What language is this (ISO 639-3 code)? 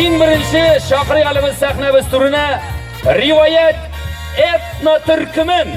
tat